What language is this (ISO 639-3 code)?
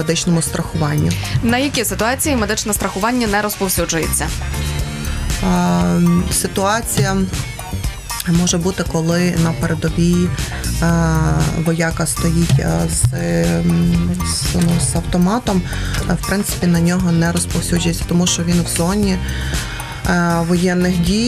ukr